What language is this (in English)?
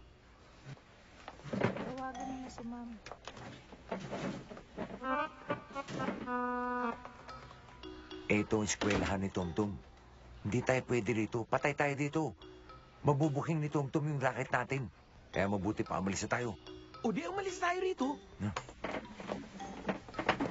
Filipino